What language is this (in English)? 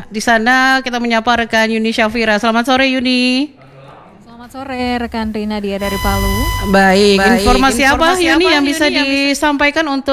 Indonesian